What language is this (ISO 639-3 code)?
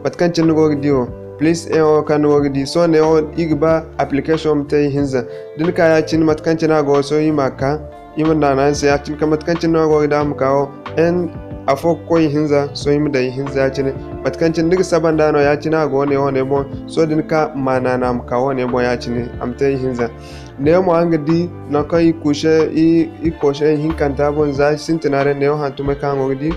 dje